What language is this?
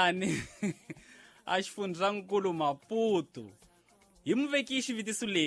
Tsonga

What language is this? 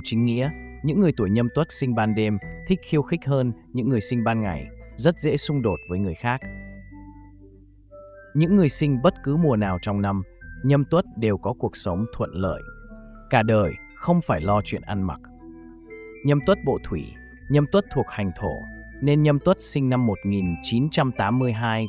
Vietnamese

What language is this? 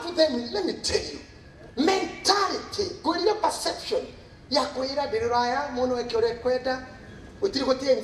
Kikuyu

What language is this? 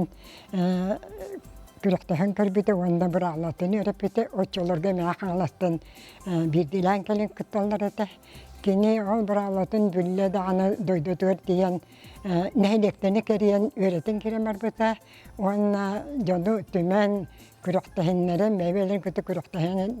Yakut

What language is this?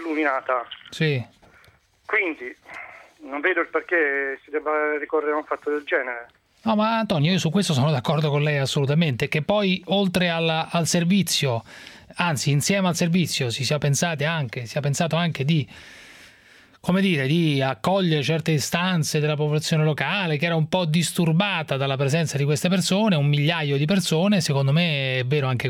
Italian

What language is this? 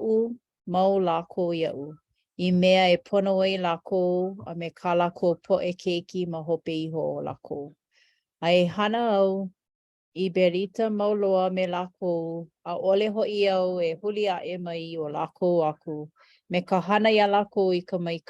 Hawaiian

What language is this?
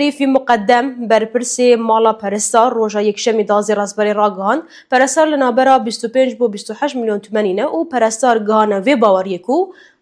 Kurdish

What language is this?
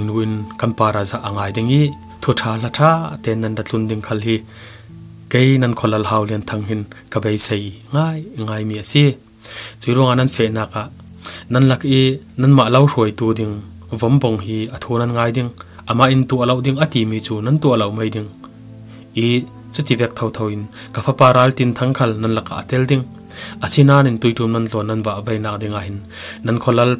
Falam Chin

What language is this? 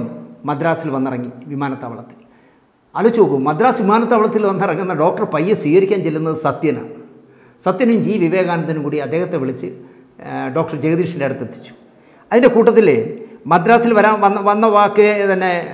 Malayalam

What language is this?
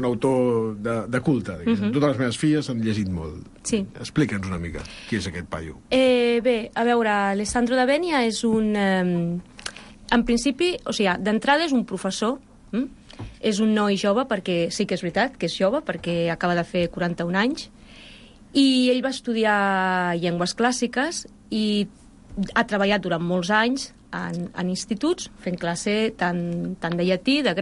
Catalan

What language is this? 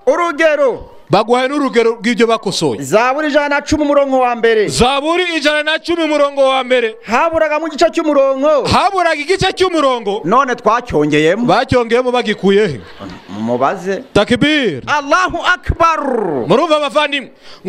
Kinyarwanda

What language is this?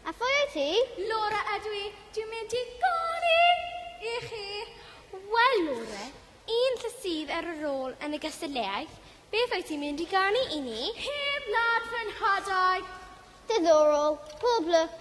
Welsh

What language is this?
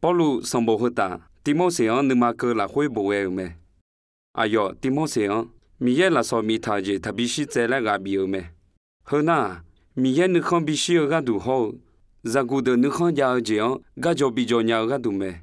Akha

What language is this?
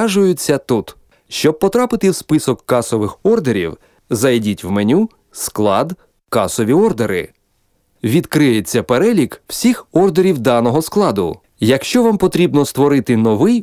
Ukrainian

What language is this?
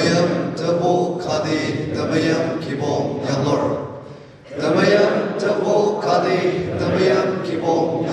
Ao Naga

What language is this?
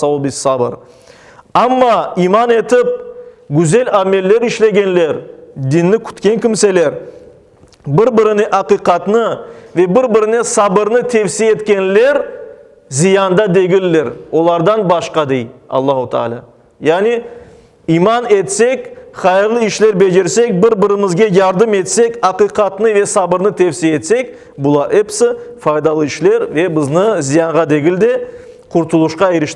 Crimean Tatar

